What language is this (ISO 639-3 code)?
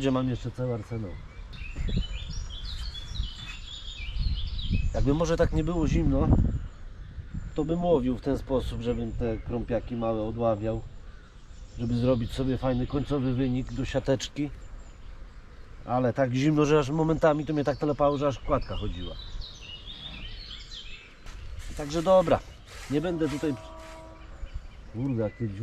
pol